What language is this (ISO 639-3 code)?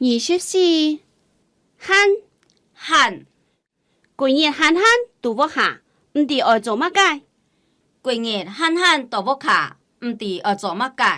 hak